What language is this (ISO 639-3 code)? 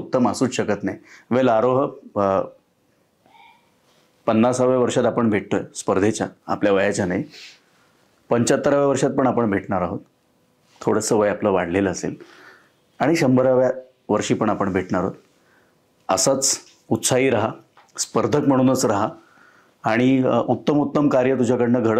mar